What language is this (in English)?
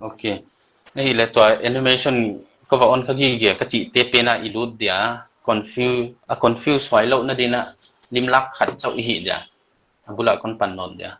Paite Chin